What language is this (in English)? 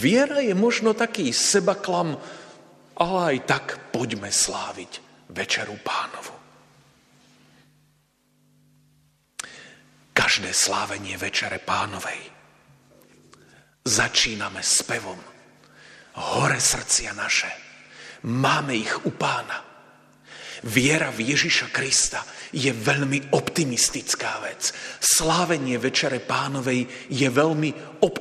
Slovak